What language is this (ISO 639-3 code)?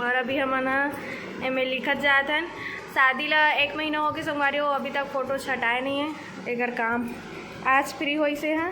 hne